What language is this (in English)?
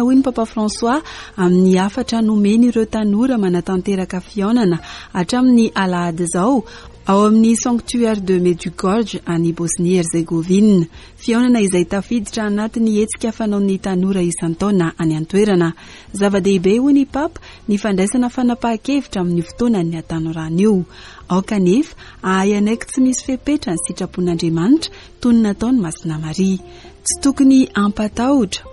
Malagasy